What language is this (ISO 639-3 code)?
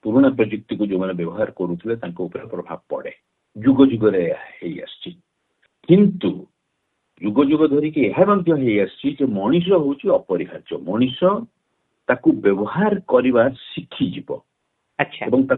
ori